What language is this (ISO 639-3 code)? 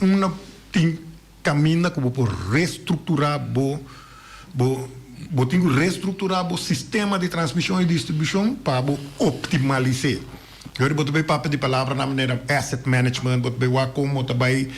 pap